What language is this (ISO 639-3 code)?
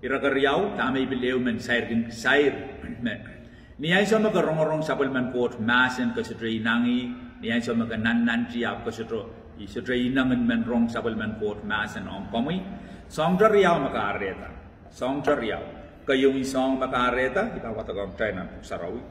pon